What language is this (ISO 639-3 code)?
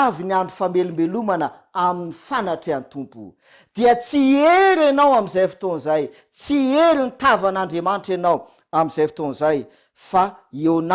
mlg